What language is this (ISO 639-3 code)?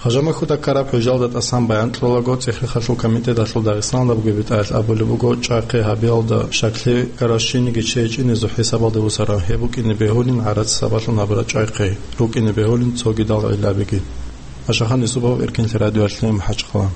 ava